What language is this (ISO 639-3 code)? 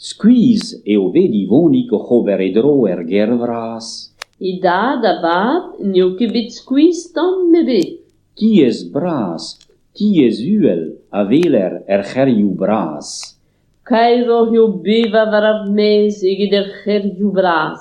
bre